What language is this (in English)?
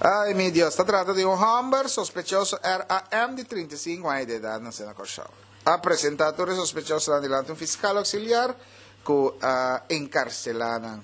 Papiamento